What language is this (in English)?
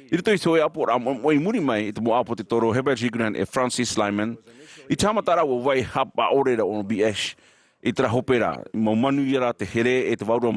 Tahitian